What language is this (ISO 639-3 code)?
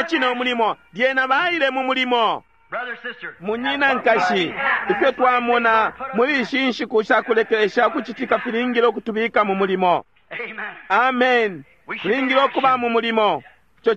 bem